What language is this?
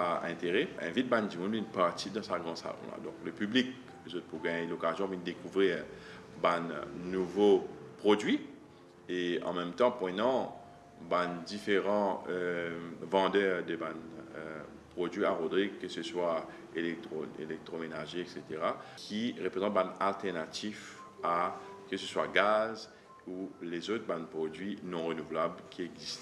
Morisyen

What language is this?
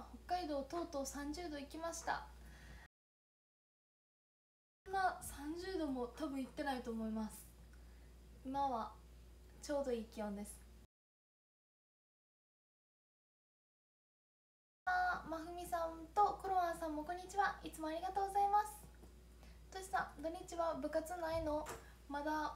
Japanese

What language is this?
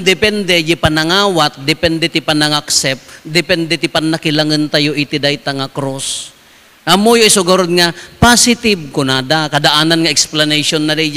Iloko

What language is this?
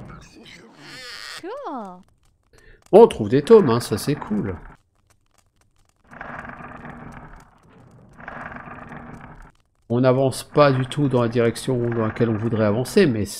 French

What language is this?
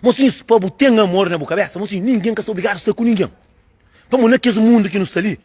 Kabuverdianu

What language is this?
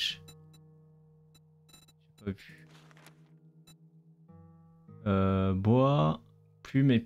French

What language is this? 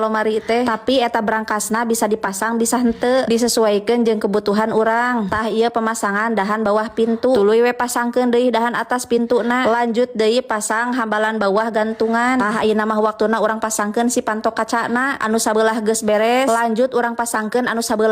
Sundanese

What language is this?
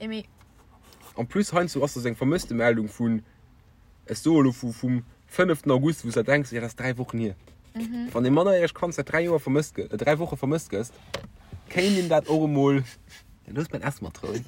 Luxembourgish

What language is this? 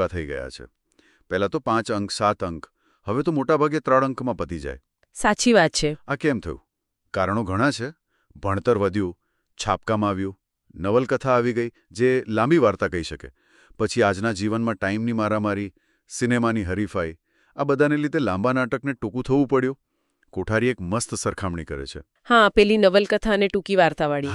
Gujarati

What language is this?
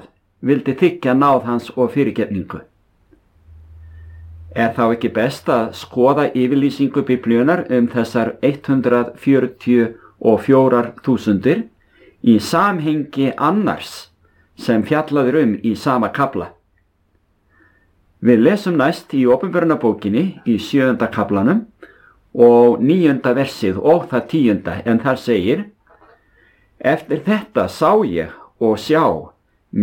Icelandic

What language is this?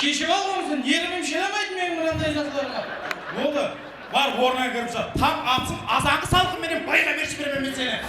Kara-Kalpak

